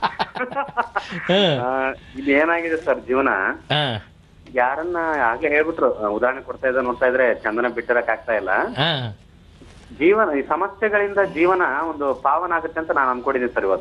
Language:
Kannada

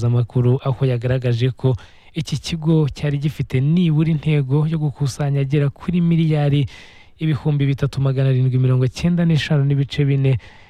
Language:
Kinyarwanda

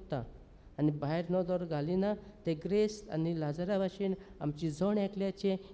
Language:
Konkani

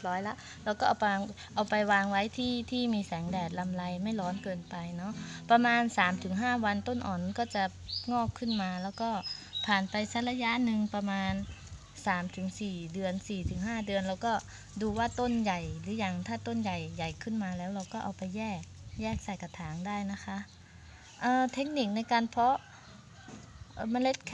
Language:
Thai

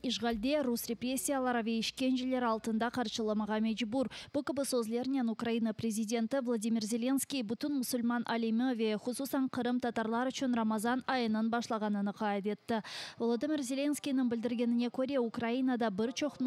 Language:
Crimean Tatar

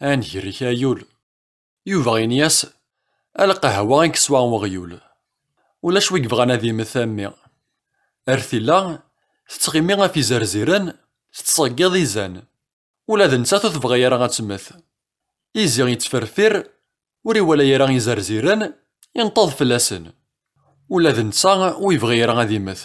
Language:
Kabyle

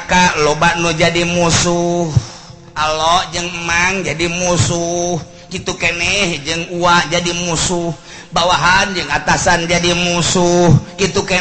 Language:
Sundanese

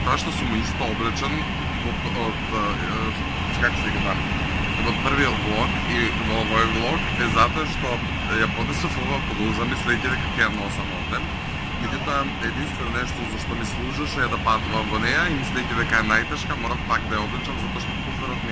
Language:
Macedonian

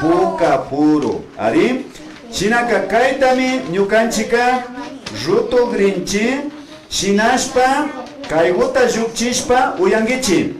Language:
Imbabura Highland Quichua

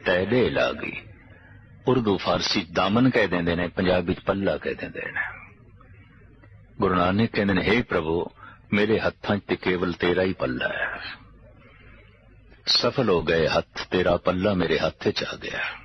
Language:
Punjabi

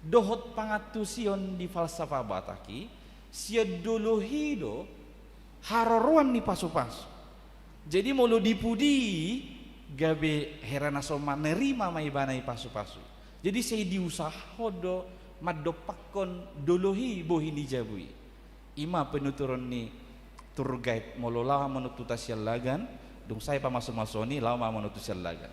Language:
Batak Toba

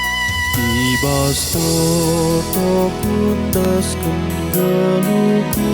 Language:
Batak Karo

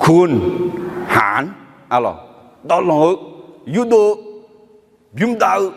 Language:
Akha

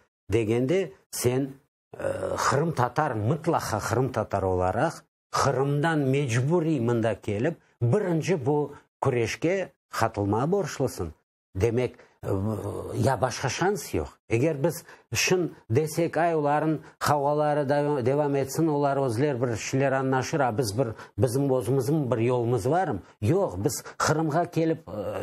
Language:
Crimean Tatar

